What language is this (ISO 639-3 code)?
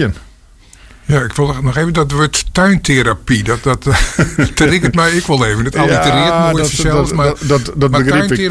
fry